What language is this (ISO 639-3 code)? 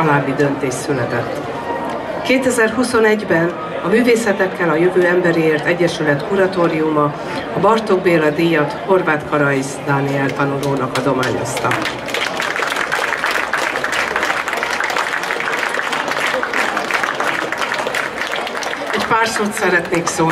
hun